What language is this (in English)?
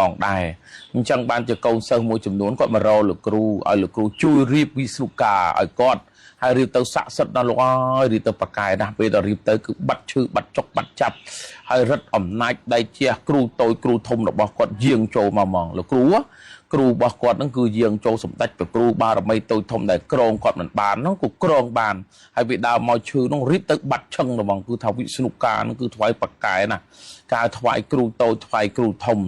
Khmer